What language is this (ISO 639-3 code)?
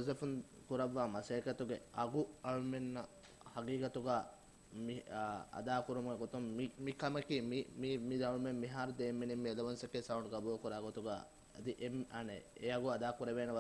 div